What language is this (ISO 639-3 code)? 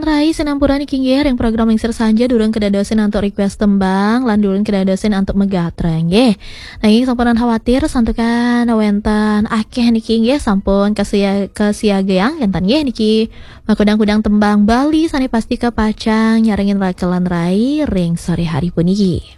ban